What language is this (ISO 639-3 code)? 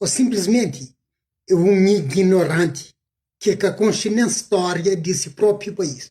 kea